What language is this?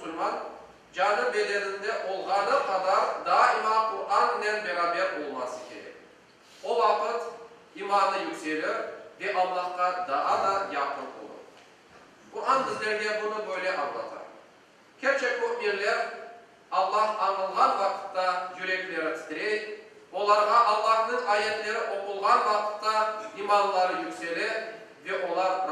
Crimean Tatar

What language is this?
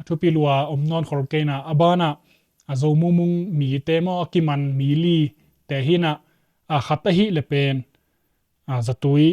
Tedim Chin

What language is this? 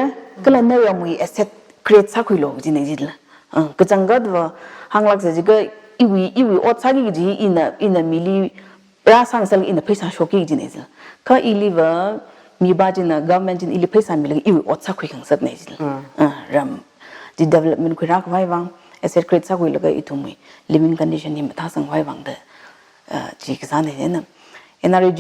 Tangkhul Naga (India)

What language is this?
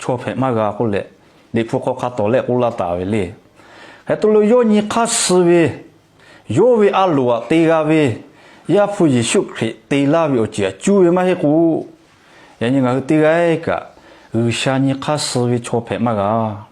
Lahu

